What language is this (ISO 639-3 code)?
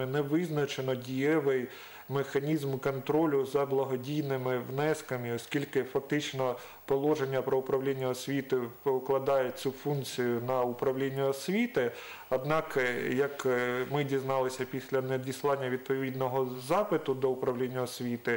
ukr